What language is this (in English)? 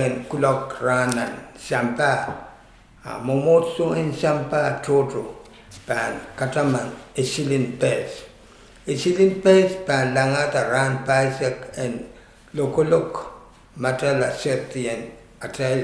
Pohnpeian